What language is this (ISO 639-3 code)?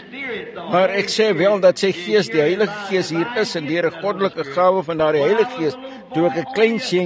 afr